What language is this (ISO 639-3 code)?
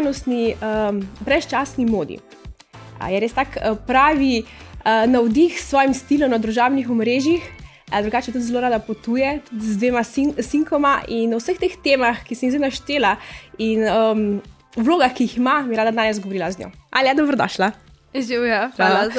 slv